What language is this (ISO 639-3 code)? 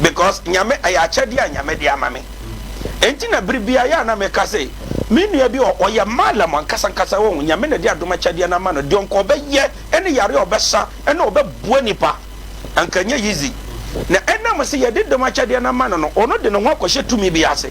aka